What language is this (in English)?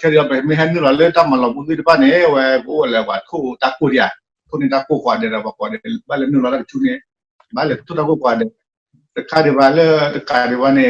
S'gaw Karen